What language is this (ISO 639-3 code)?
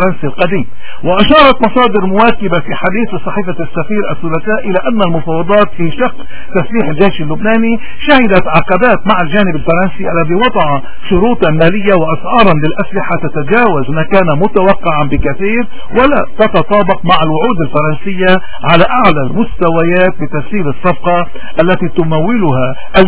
apc